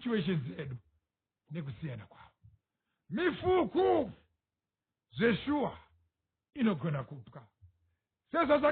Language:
Shona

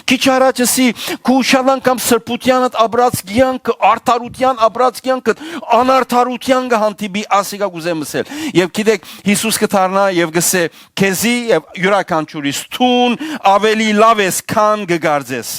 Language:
Western Armenian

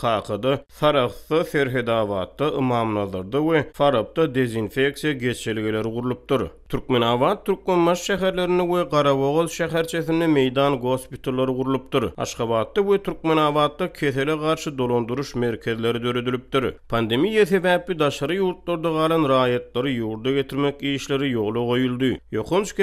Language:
Turkmen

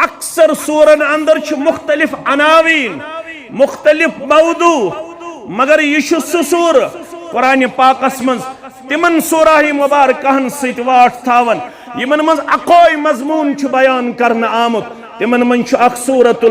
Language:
Kashmiri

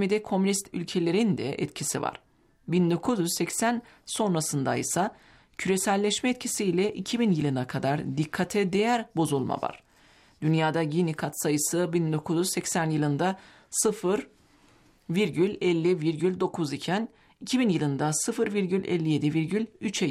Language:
Turkish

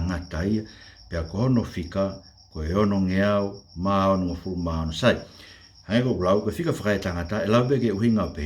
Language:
Tongan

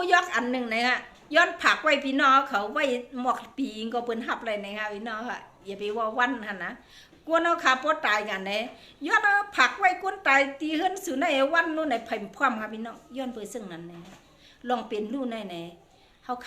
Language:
Shan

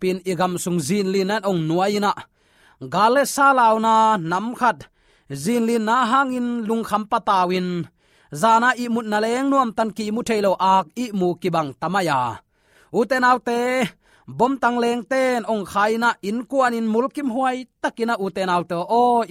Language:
Tedim Chin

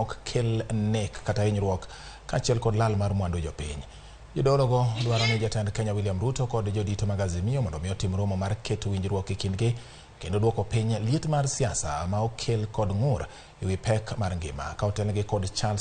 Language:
Luo (Kenya and Tanzania)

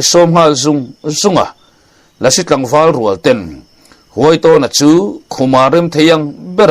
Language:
Mizo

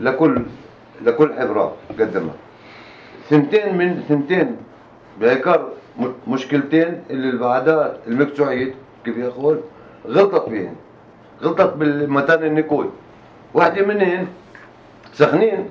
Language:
North Levantine Arabic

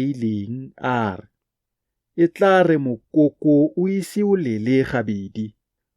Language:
Tswana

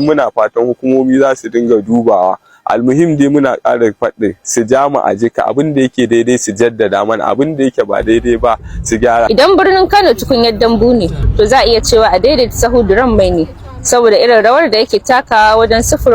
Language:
Hausa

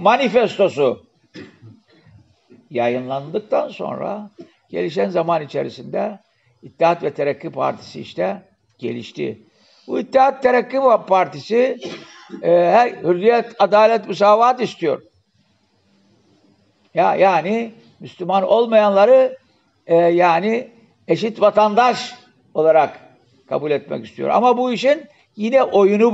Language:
Turkish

